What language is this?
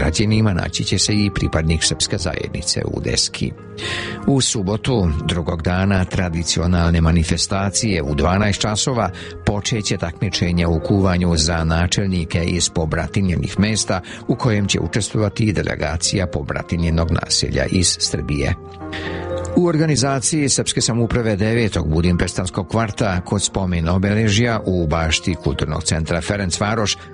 Serbian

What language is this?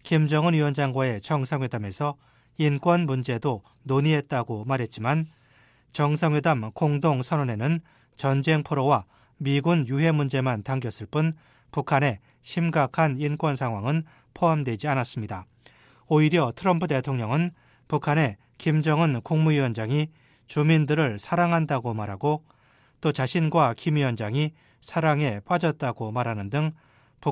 Korean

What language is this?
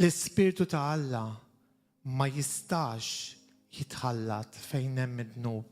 Maltese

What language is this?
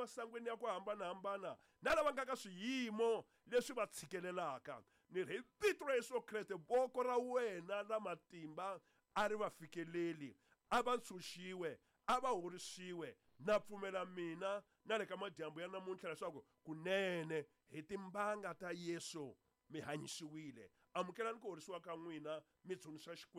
Tsonga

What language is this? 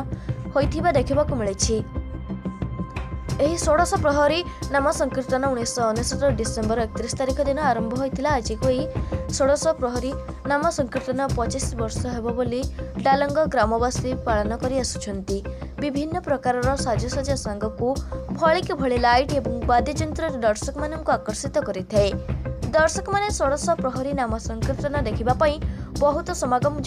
Odia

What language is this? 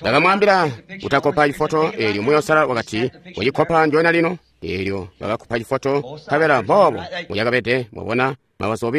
Tonga (Zambia)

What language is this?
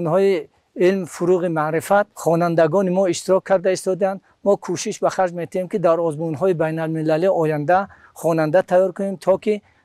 Tajik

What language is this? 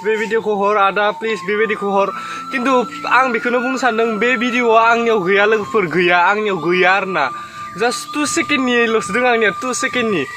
Bodo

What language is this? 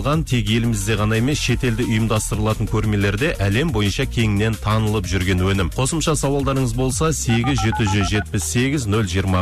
Kazakh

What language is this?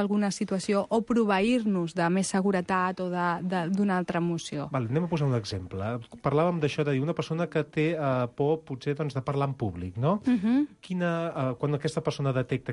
Catalan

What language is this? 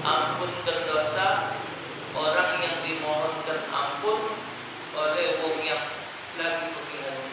Musi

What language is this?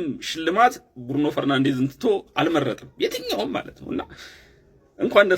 Amharic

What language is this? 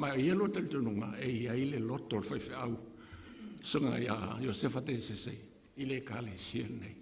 Samoan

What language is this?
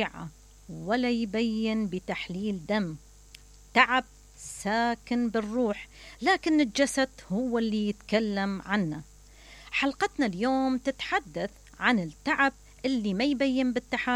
Mesopotamian Arabic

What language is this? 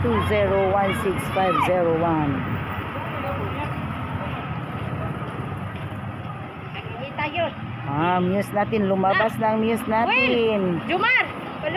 Filipino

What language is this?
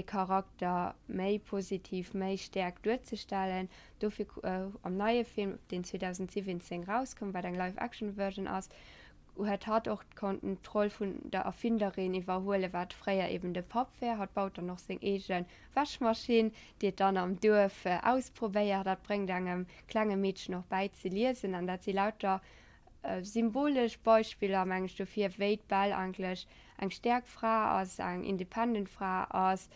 Luxembourgish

